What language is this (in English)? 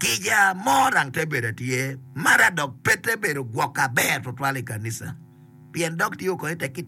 Acoli